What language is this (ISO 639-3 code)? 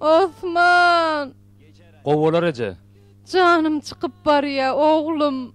tuk